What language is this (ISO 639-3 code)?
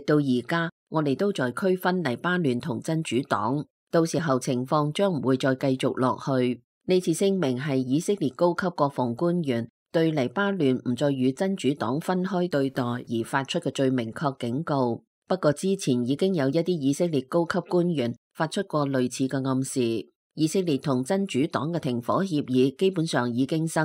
yue